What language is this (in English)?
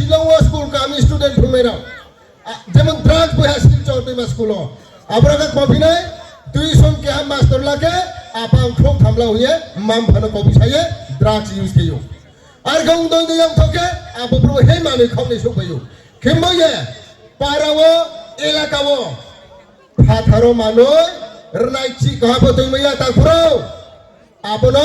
Riang (India)